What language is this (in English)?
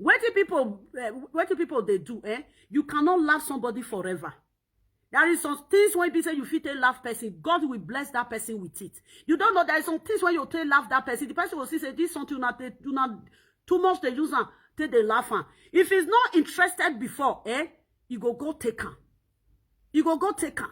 Nigerian Pidgin